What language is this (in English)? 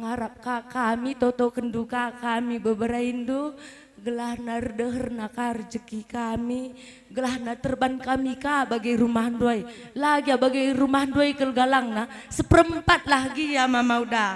Batak Karo